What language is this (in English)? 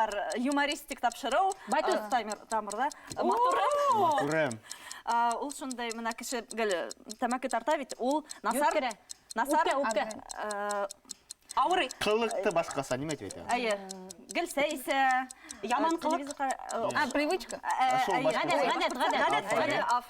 Bashkir